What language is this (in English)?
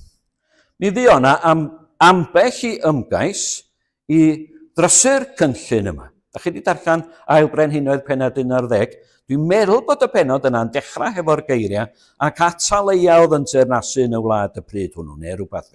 Welsh